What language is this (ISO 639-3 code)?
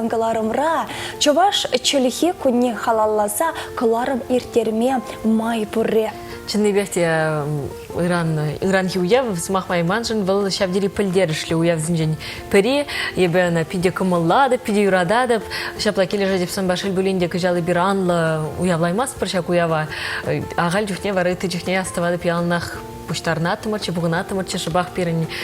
chv